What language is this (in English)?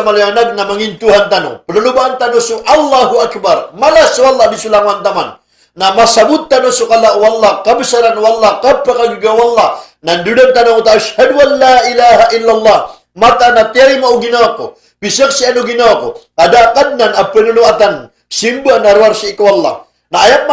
Maranao